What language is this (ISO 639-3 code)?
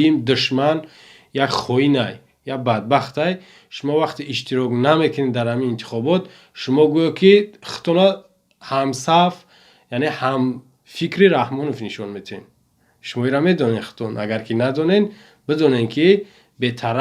tgk